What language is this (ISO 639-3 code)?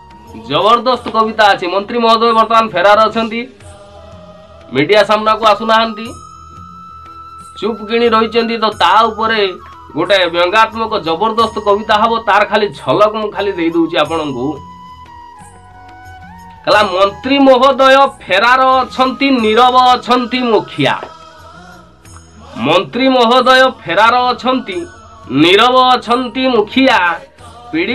ori